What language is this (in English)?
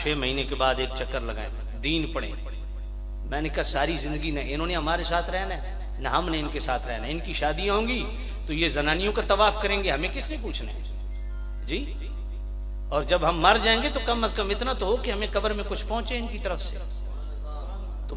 Urdu